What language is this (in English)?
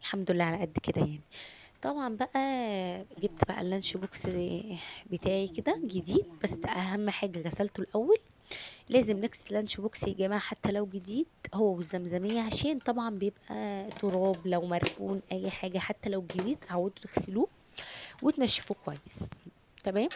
Egyptian Arabic